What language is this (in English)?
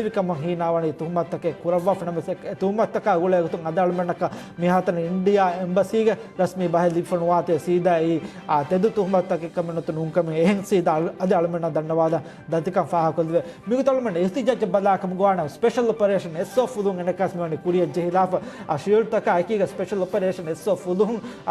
Divehi